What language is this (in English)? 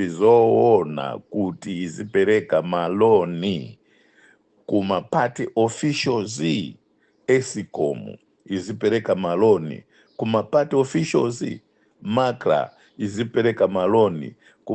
Nyanja